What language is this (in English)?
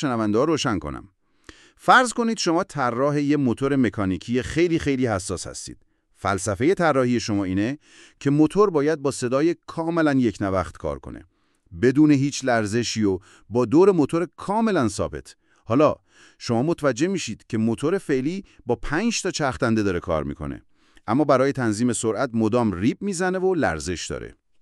Persian